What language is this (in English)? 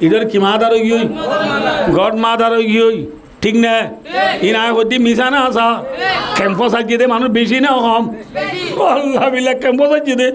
Rohingya